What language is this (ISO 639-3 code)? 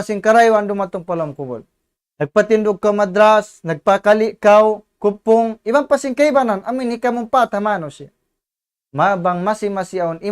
tsg